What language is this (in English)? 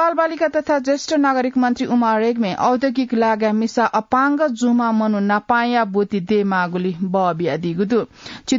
Newari